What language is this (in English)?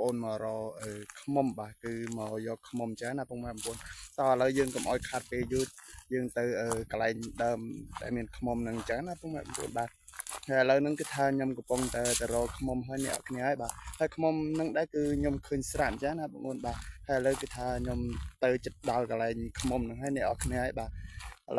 Khmer